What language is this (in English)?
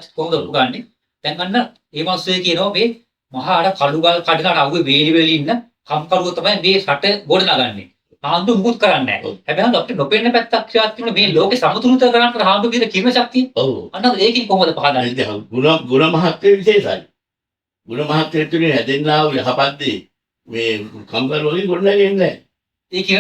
Sinhala